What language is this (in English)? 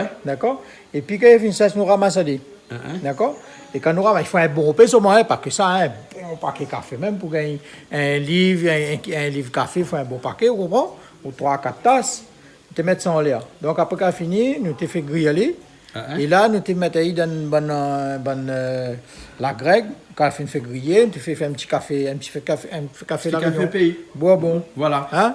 Réunion Creole French